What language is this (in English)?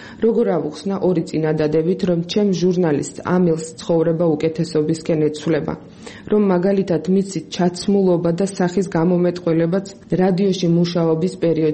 Georgian